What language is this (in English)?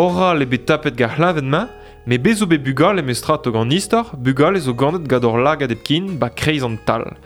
Breton